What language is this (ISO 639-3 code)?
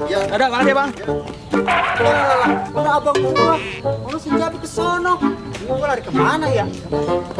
bew